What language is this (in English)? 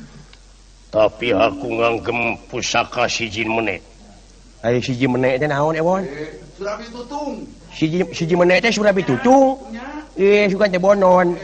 Sundanese